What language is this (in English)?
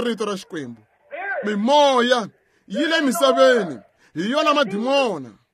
Tsonga